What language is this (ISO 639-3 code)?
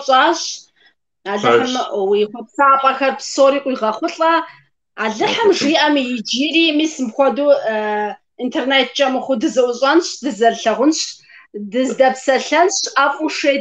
kbd